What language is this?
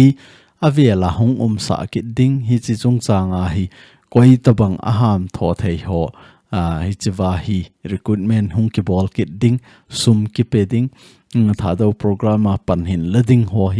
Thado Chin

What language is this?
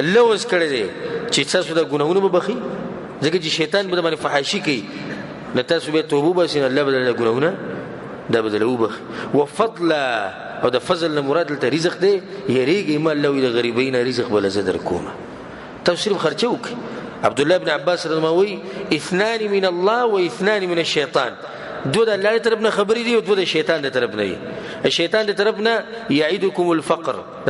Pashto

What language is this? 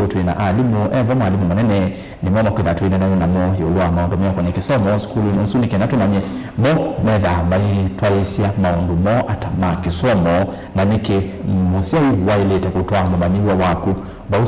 Kamba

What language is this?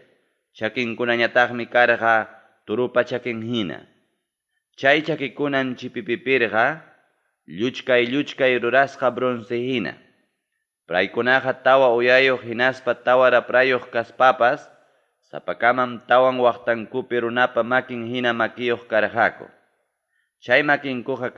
Ayacucho Quechua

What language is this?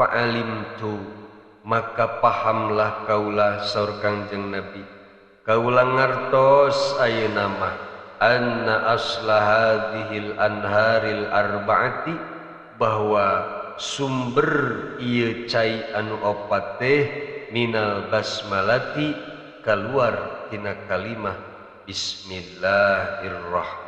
Sundanese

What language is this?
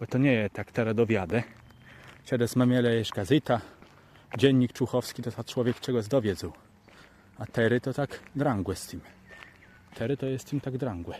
Kashubian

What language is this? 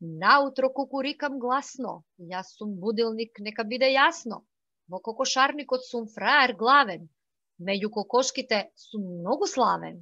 Macedonian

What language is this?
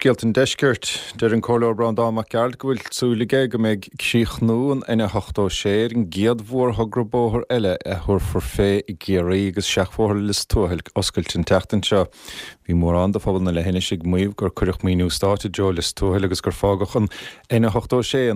Irish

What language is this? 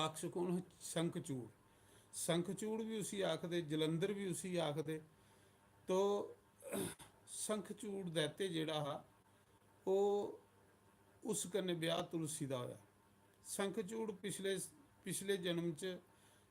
Dogri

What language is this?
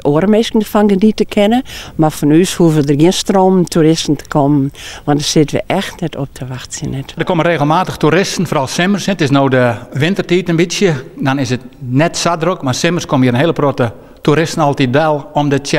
Western Frisian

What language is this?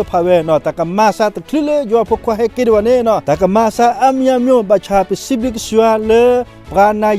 S'gaw Karen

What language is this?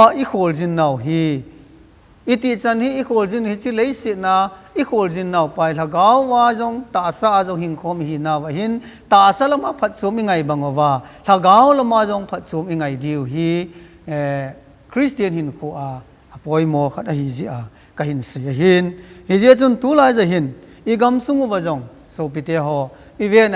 Thado Chin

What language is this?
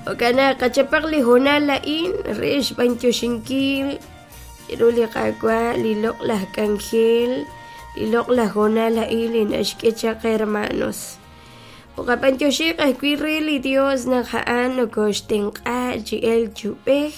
Kekchí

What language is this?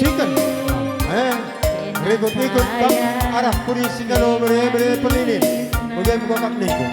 Batak Karo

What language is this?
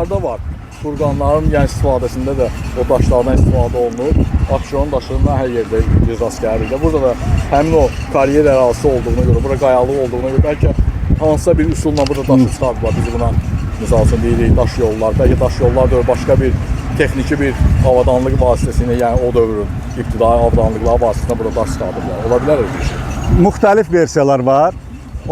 Azerbaijani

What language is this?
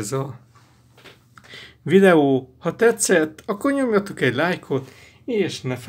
Hungarian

